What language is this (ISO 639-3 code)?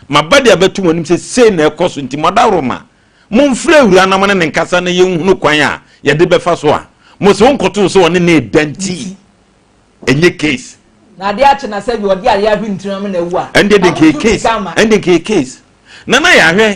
aka